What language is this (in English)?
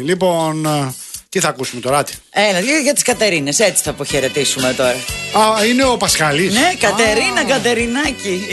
Greek